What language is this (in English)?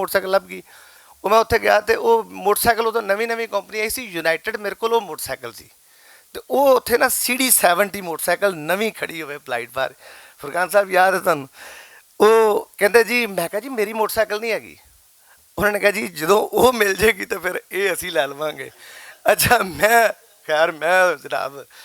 Western Panjabi